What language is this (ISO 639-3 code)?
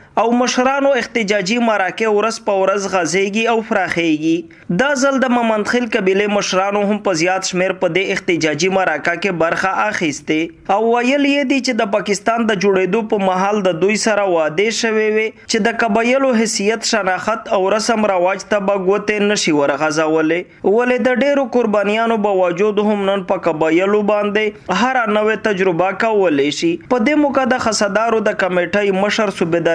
pus